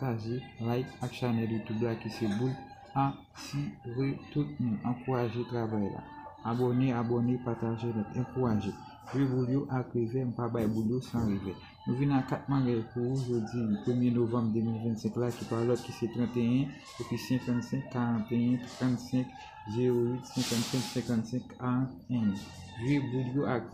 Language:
Haitian Creole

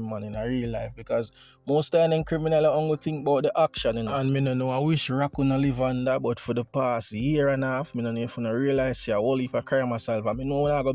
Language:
Jamaican Creole English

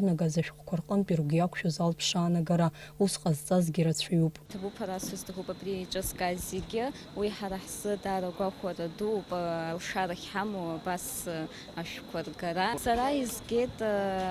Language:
Abkhazian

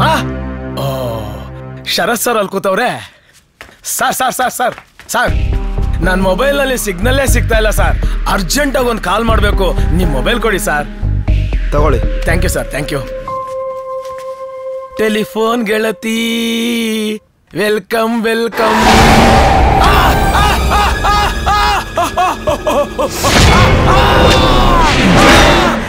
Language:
Kannada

